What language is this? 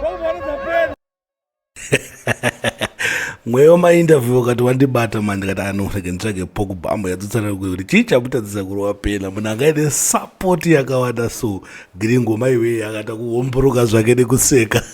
Shona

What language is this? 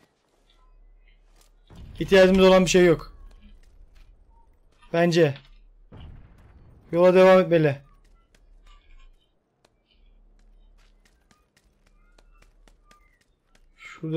Turkish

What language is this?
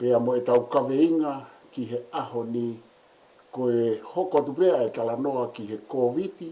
Tongan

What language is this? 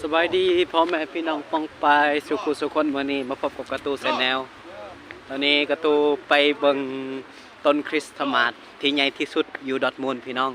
Lao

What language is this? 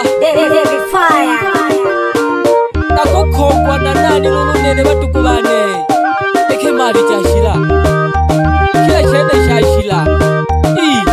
Swahili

